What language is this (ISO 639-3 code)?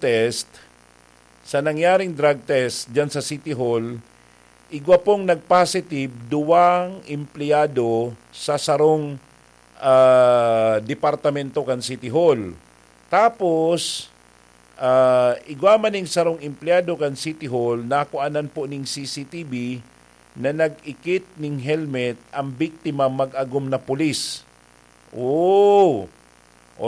bik